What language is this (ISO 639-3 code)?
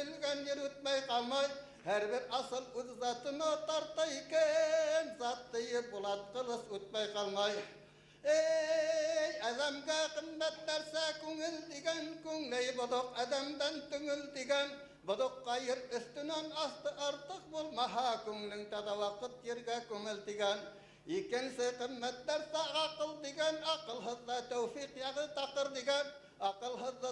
bak